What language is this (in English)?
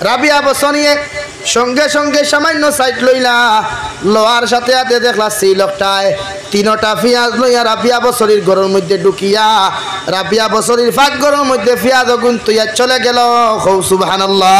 Sylheti